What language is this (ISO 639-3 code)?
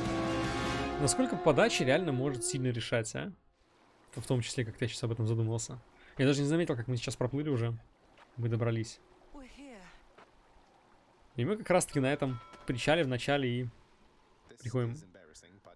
rus